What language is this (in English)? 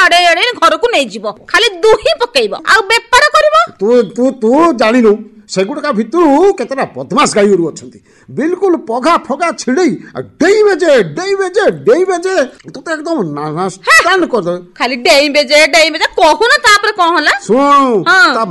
Odia